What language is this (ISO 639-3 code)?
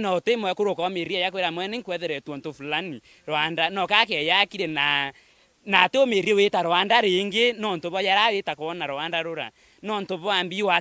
mer